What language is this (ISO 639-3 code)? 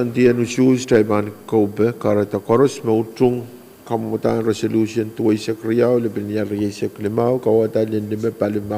pon